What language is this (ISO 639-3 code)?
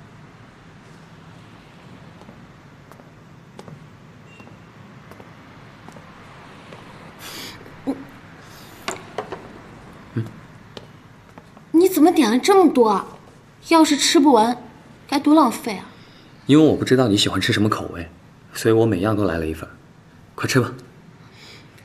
zho